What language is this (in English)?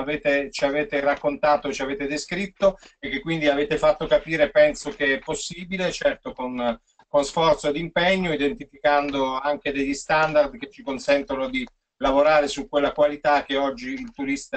Italian